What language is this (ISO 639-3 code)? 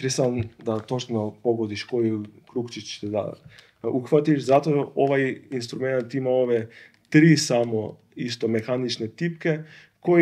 srp